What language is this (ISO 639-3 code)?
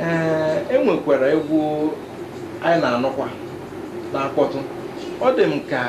ibo